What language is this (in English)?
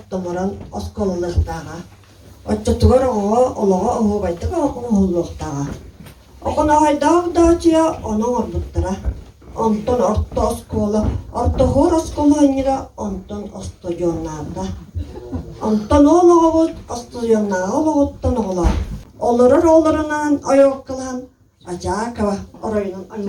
Yakut